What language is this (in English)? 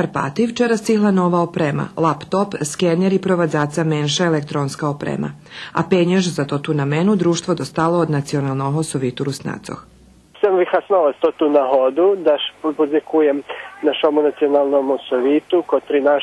Rusyn